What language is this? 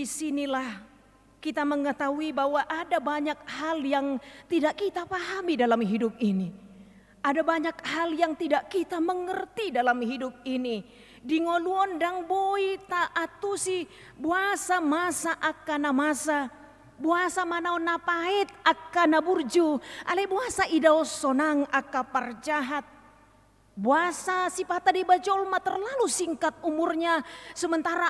Batak Toba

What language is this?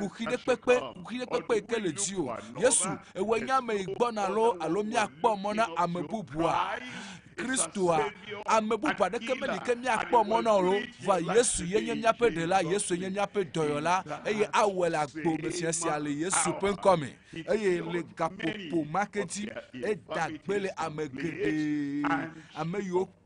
Ewe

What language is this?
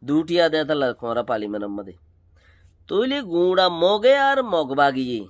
Rohingya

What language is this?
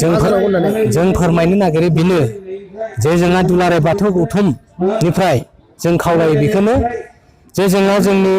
Bodo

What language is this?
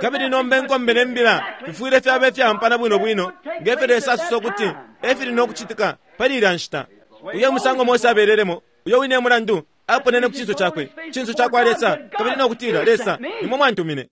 Bemba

